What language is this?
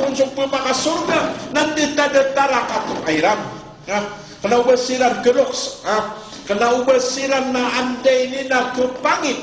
Maranao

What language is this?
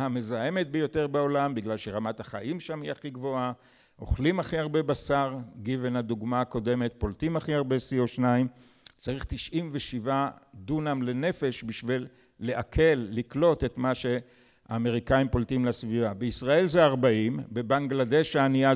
Hebrew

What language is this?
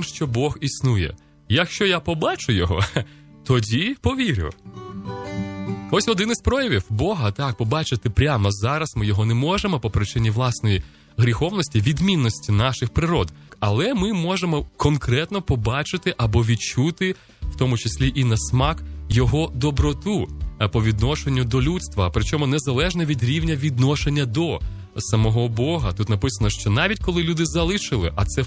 Ukrainian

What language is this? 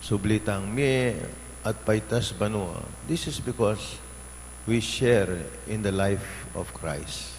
Pampanga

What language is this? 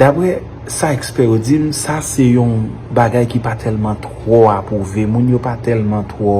Haitian Creole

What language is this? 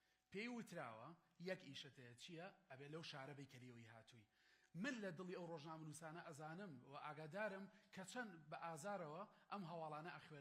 Central Kurdish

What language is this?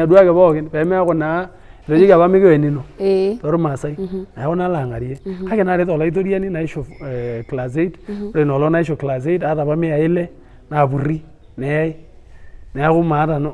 Masai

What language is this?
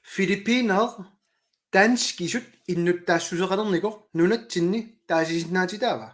Kalaallisut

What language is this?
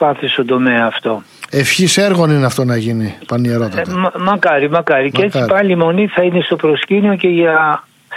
Greek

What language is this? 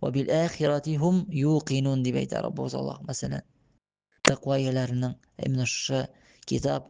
Tatar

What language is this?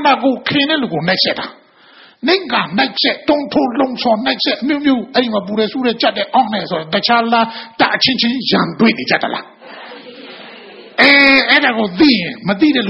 Burmese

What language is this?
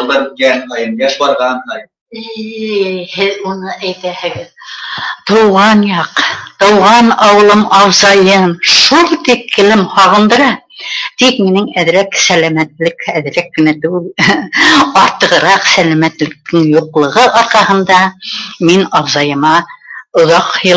Bashkir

